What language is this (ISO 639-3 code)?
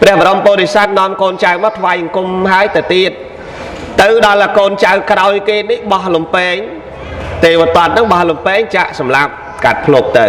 khm